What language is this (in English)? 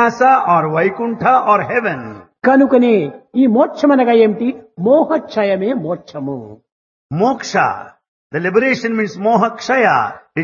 Telugu